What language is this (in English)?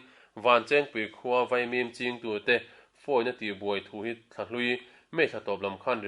Mizo